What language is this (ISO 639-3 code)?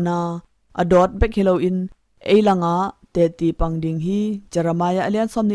ctd